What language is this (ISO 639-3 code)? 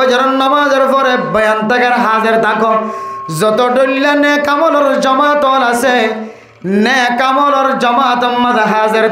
rhg